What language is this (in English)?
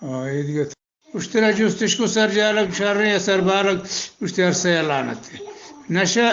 Eastern Balochi